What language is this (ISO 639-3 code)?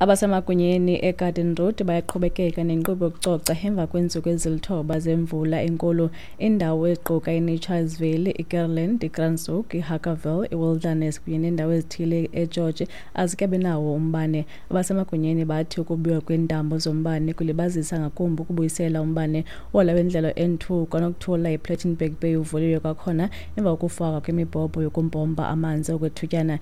xho